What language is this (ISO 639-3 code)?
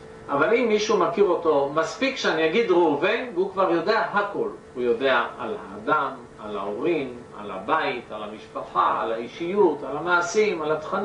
heb